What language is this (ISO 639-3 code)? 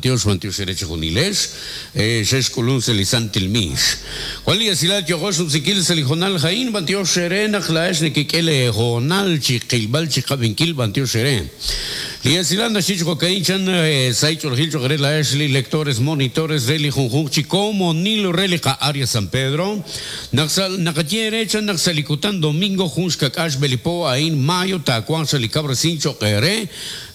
kek